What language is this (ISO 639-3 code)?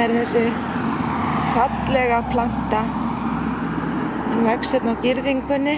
isl